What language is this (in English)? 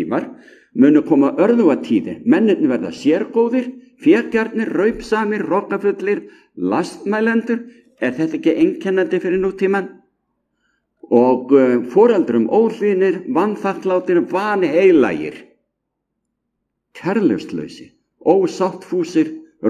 Icelandic